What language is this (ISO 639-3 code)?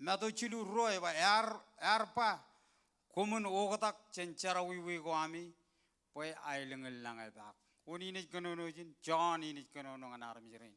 mah